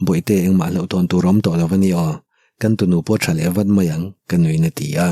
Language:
Mizo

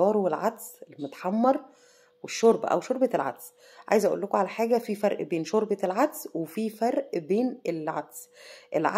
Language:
Egyptian Arabic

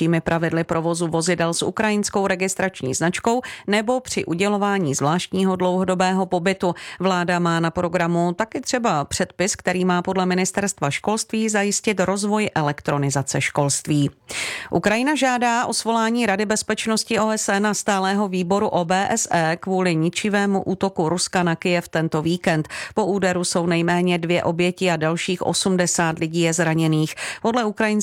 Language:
Czech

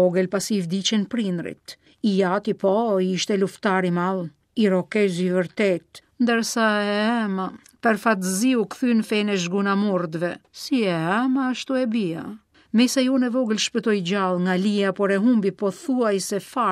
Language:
Albanian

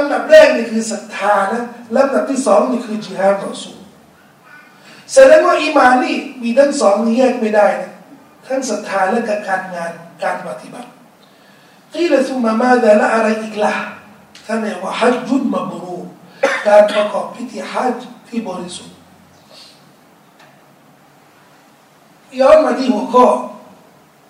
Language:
Thai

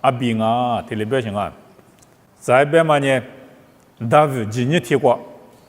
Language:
Lisu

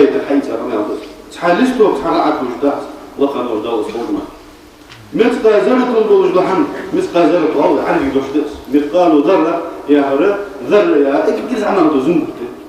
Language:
Ingush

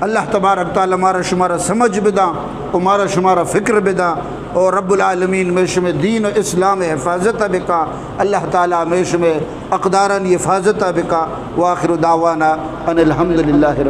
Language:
Eastern Balochi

